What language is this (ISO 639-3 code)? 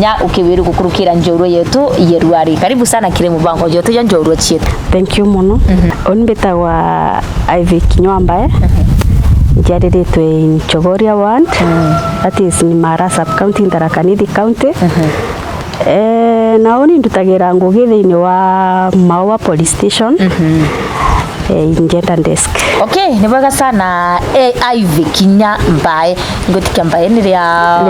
mer